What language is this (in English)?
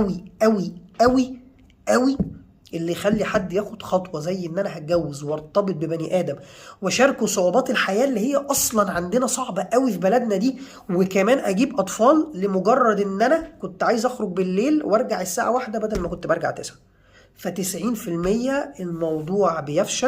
Egyptian Arabic